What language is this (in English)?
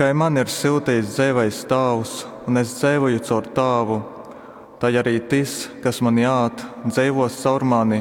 Latgalian